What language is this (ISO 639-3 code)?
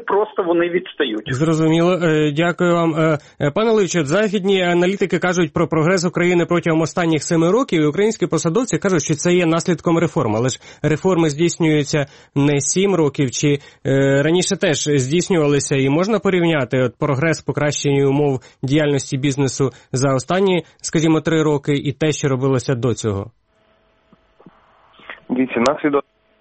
ukr